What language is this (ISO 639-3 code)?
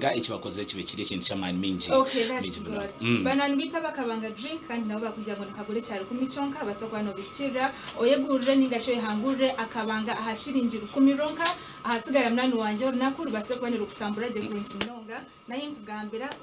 nyn